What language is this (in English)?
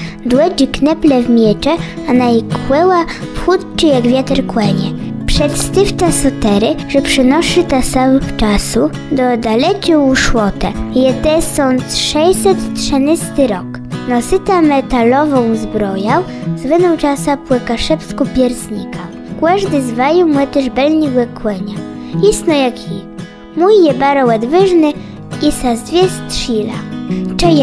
Kashubian